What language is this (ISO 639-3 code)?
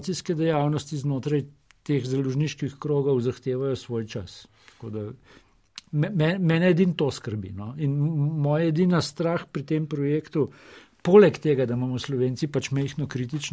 slv